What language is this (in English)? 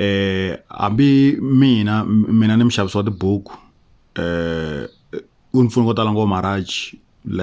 Tsonga